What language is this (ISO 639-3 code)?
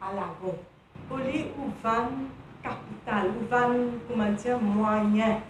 mfe